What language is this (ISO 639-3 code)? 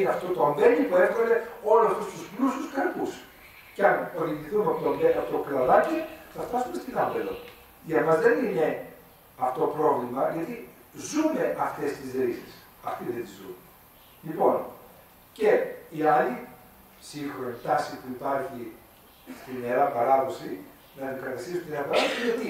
ell